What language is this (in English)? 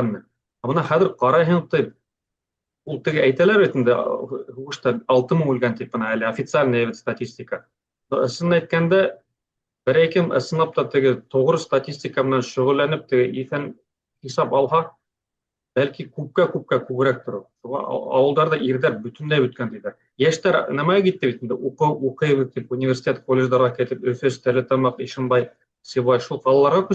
Bashkir